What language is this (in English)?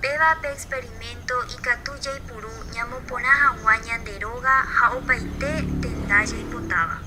Guarani